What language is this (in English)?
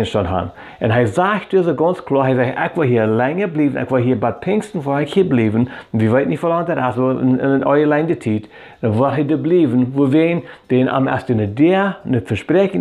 Plautdietsch